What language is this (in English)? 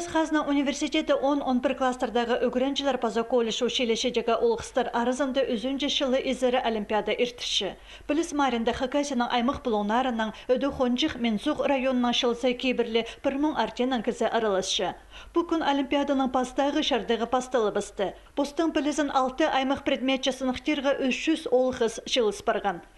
Khakas